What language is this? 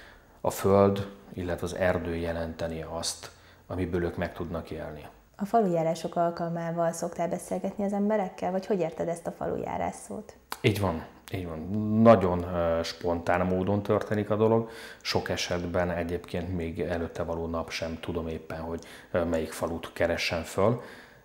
Hungarian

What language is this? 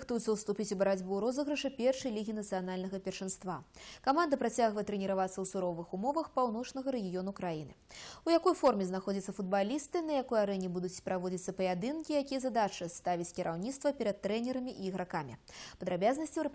Belarusian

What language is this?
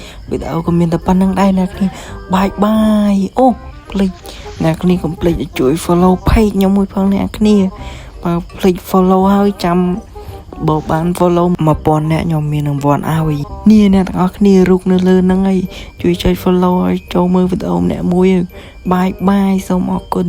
Khmer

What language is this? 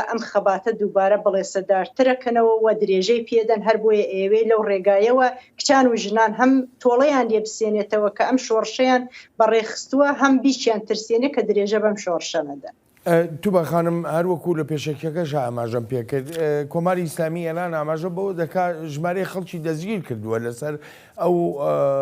Central Kurdish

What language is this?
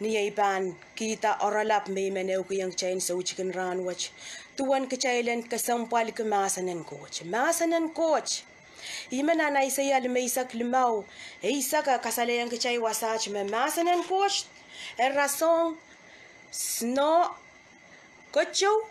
Pohnpeian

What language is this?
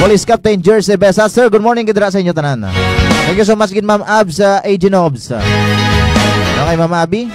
Hiligaynon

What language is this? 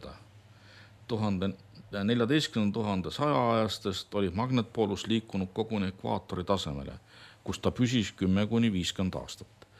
Estonian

